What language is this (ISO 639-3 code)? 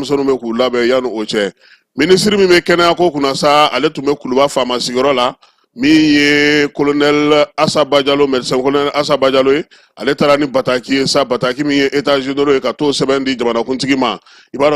bam